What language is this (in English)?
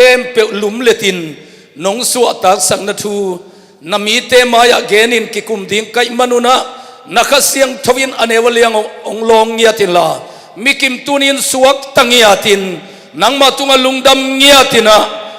Tedim Chin